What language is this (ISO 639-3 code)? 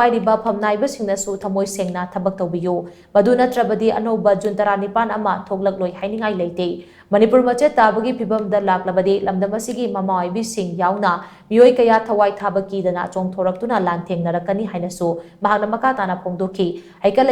mni